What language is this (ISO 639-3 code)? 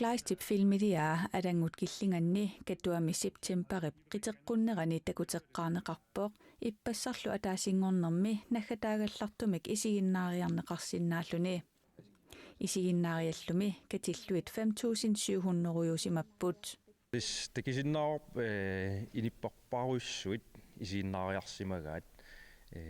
kal